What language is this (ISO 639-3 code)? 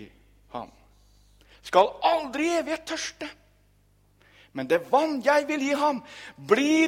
nor